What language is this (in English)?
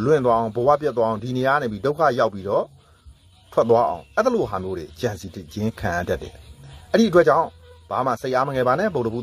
Burmese